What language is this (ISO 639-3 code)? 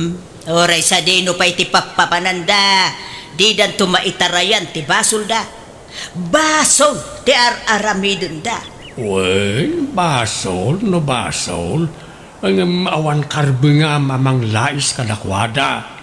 ilo